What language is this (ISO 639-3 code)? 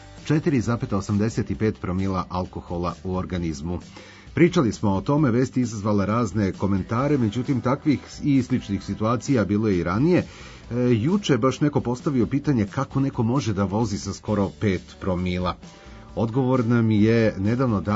srp